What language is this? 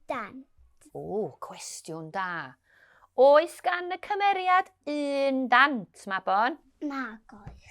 Welsh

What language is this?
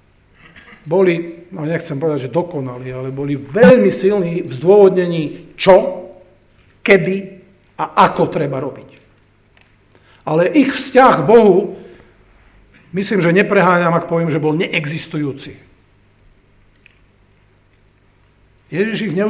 Slovak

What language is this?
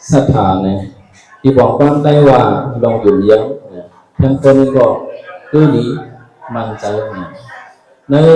Shan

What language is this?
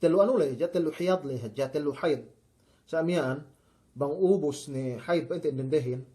Yakan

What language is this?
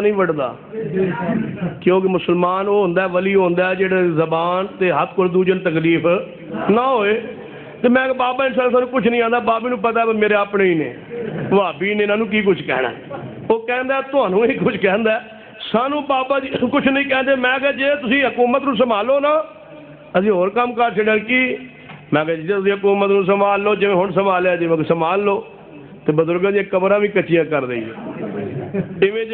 Urdu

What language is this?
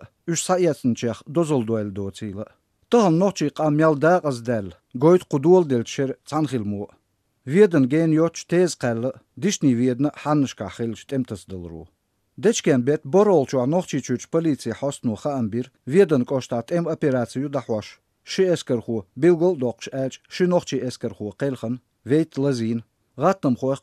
Chechen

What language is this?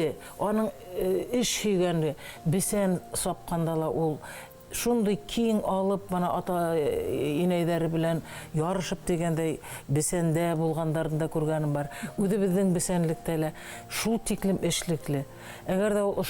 Bashkir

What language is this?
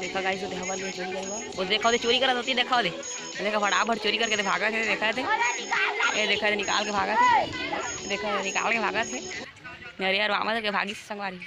Chhattisgarhi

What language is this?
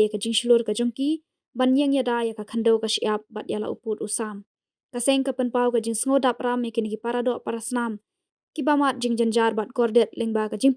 Khasi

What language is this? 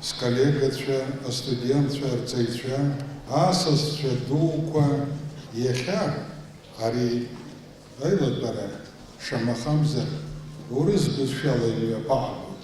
Abkhazian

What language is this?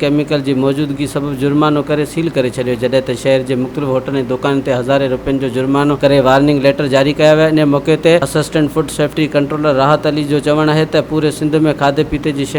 Sindhi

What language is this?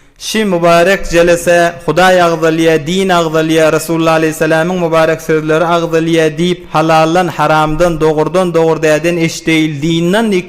Turkmen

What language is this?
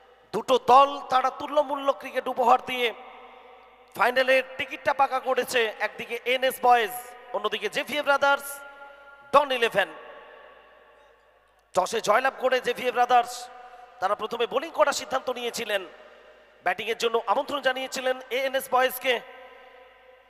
Bangla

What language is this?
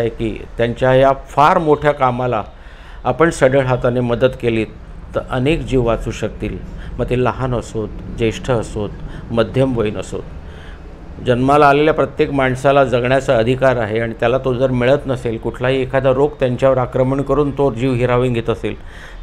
Marathi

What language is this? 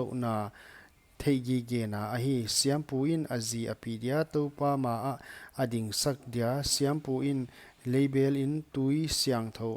Paite Chin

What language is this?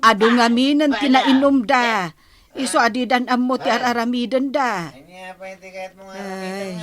Iloko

